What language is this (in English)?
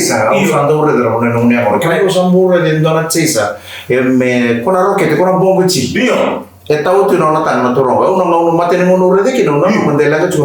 Fijian